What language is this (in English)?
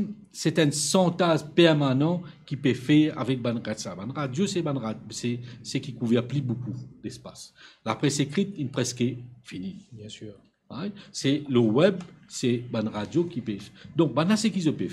Morisyen